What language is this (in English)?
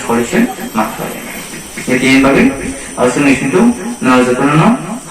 Kok Borok